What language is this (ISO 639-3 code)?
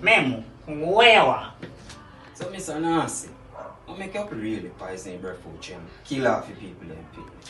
jam